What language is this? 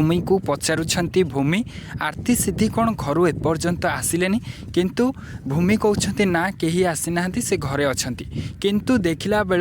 Odia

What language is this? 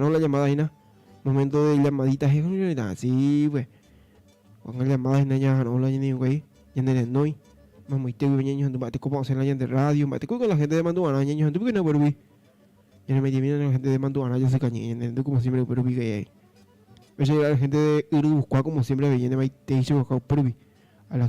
Guarani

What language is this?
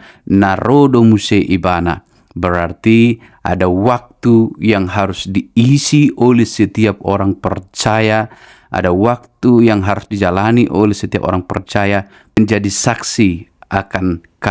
Batak Toba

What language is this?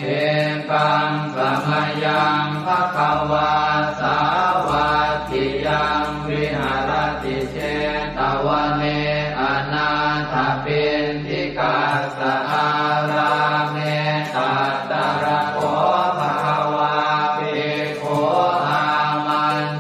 Pali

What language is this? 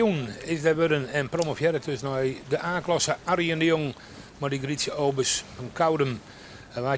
Western Frisian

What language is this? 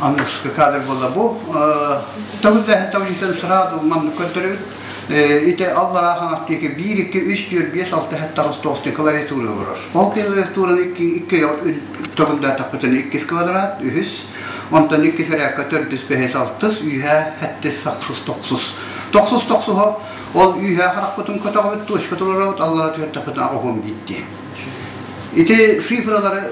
Yakut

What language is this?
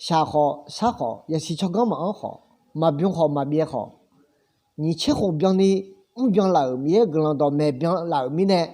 Akha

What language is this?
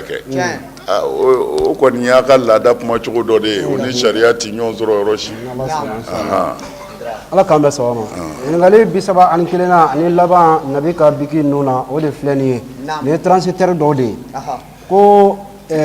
Bambara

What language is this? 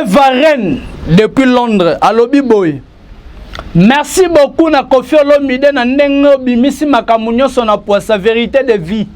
Lingala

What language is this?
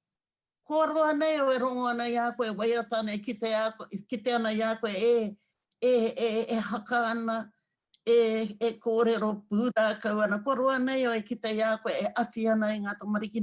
Māori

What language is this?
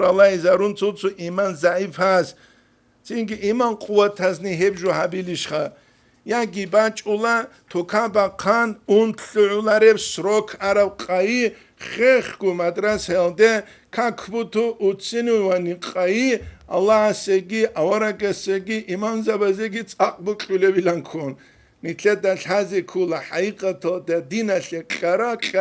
Avaric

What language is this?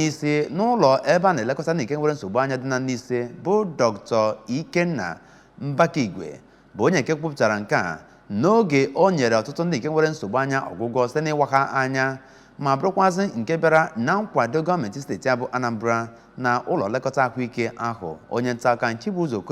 Igbo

